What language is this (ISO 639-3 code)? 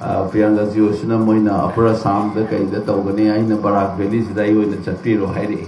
mni